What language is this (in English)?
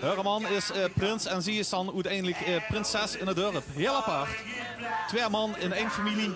Limburgish